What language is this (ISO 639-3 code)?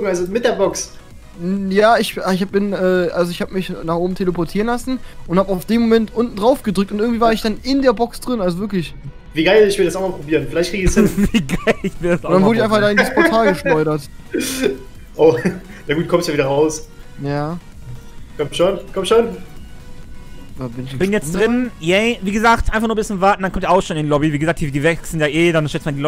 deu